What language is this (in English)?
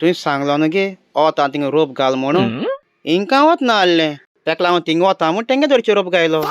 Konkani